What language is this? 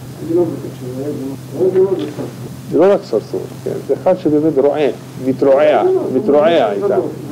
Hebrew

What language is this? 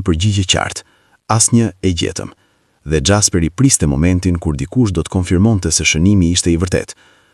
Albanian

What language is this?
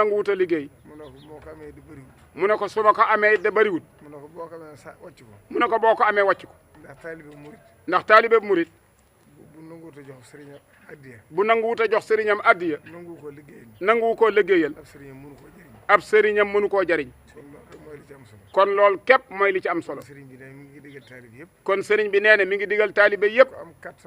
Wolof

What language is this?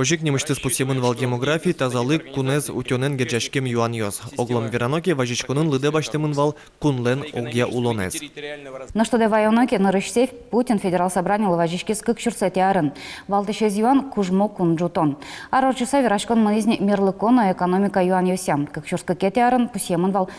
Udmurt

